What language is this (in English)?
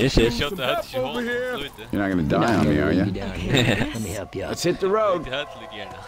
Faroese